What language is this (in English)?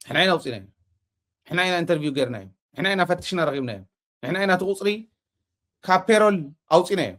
Tigrinya